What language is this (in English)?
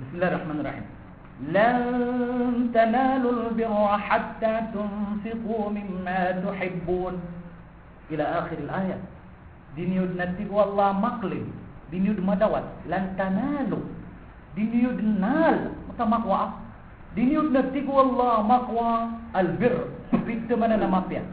Maranao